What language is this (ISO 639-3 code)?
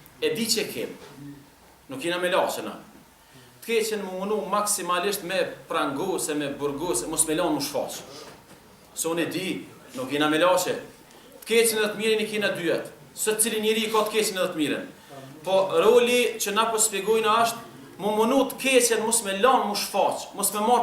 sqi